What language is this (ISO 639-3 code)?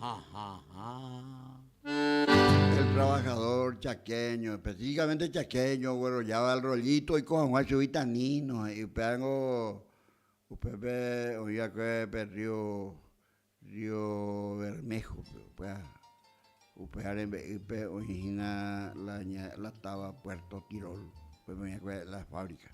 grn